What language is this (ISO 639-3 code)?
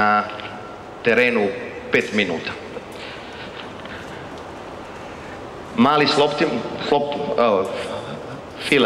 hrv